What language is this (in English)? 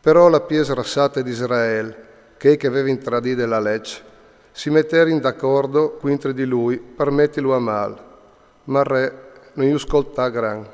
Friulian